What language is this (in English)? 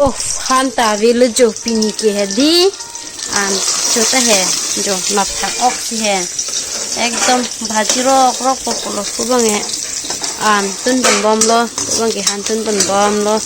Karbi